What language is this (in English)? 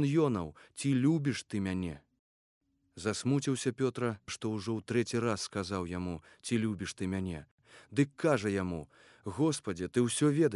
Belarusian